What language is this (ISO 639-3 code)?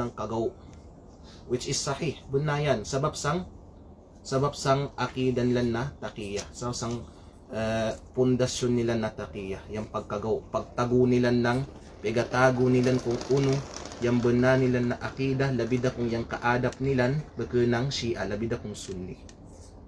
kqe